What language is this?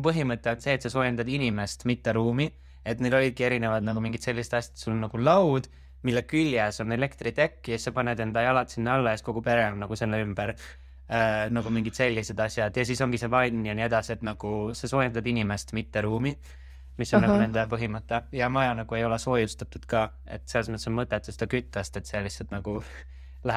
Estonian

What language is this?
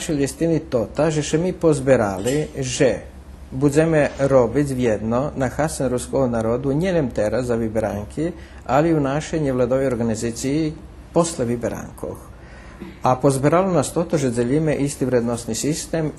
Rusyn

